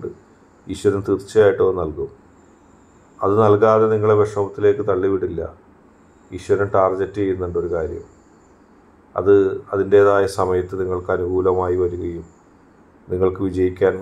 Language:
Malayalam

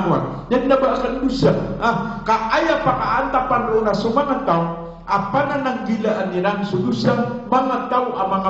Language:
Maranao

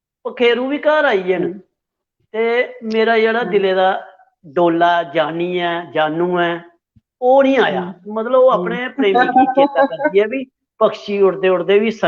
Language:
Dogri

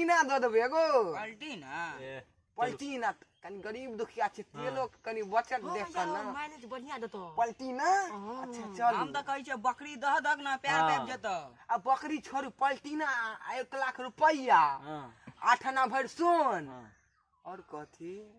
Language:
Maithili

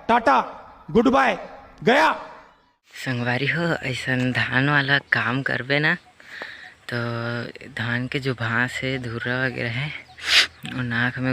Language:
Chhattisgarhi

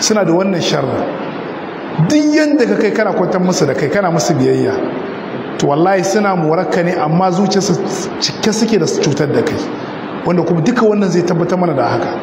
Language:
Hausa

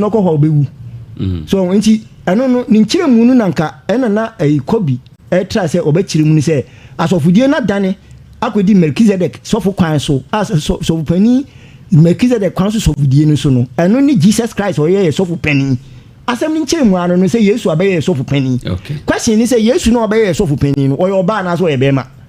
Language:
Akan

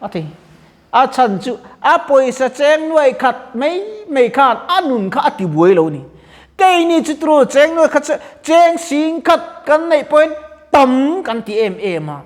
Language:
Mizo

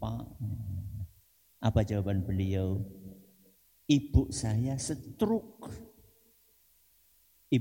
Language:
Indonesian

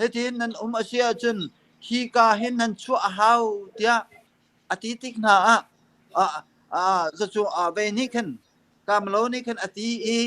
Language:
Hakha Chin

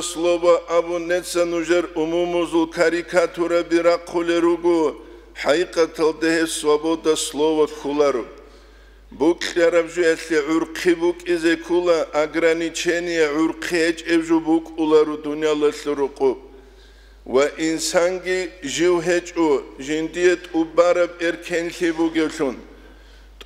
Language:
Avaric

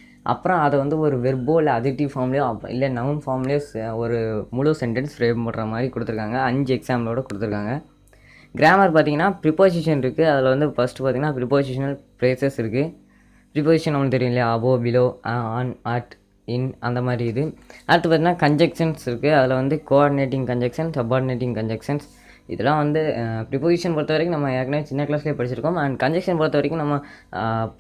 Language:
Tamil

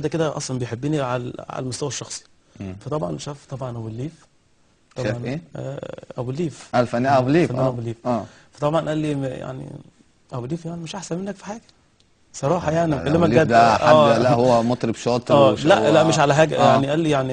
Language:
Egyptian Arabic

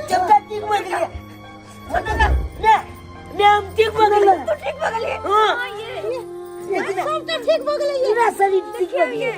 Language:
Maithili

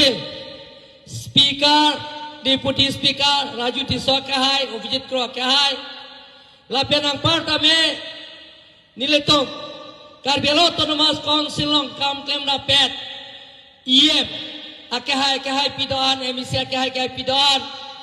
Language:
Karbi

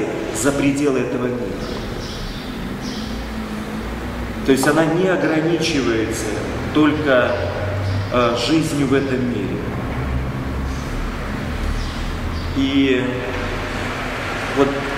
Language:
Russian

